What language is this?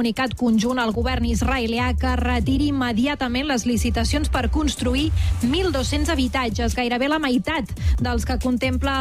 Catalan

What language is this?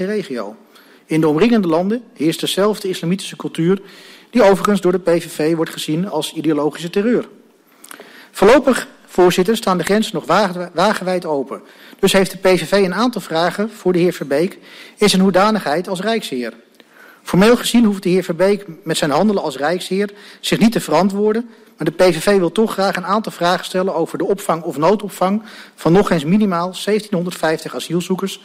Dutch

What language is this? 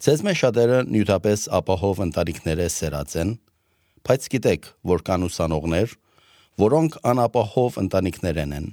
Armenian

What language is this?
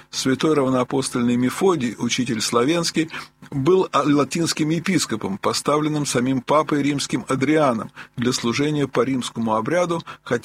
Russian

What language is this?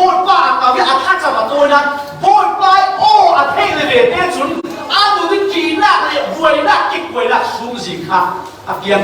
Falam Chin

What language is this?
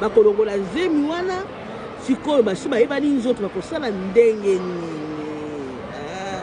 Lingala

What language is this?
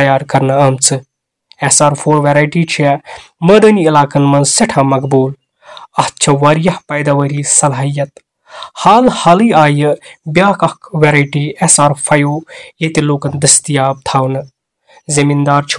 Kashmiri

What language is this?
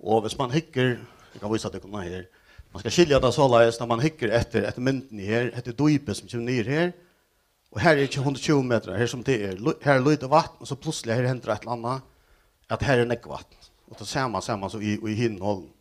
Faroese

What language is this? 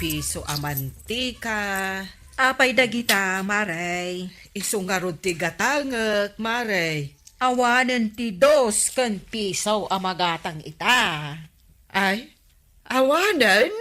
Iloko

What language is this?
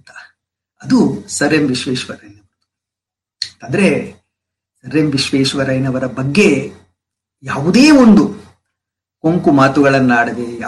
Kannada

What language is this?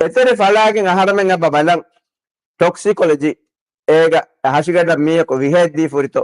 Divehi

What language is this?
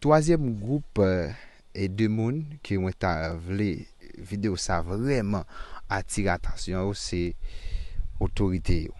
Haitian Creole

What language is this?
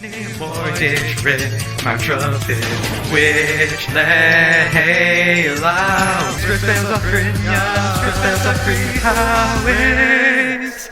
Irish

